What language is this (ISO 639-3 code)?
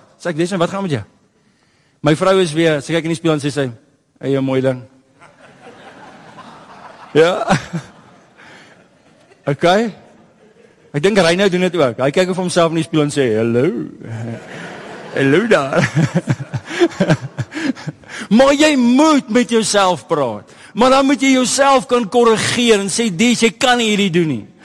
afr